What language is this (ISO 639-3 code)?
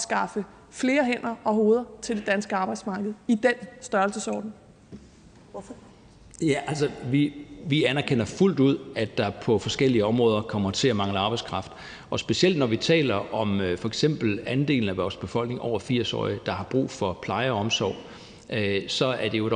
dan